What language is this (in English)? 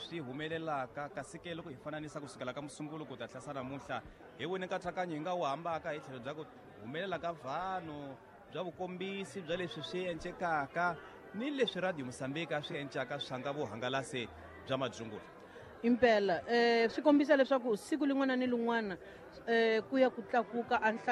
Tsonga